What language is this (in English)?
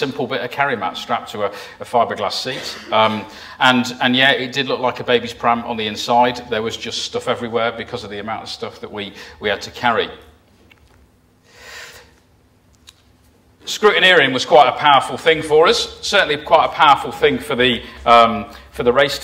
English